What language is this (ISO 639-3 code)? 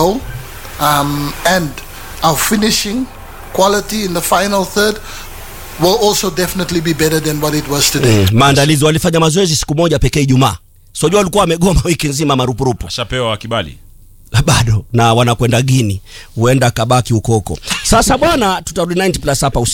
swa